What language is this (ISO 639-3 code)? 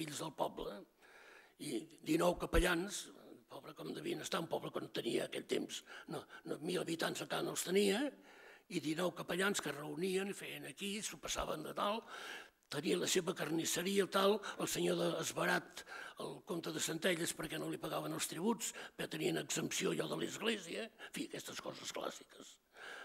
cat